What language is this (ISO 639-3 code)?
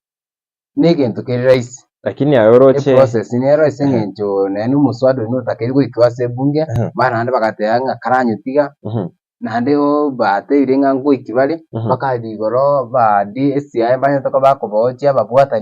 guz